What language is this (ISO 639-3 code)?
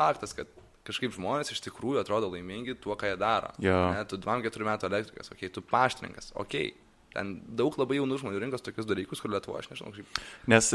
lit